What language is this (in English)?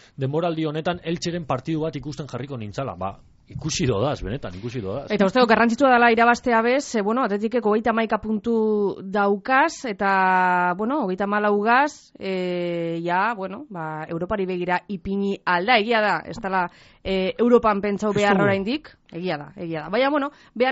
Basque